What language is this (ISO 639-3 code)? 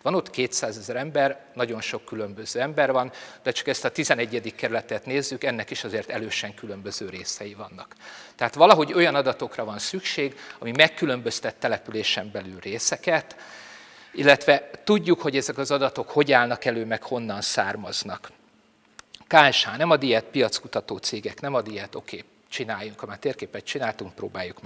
hun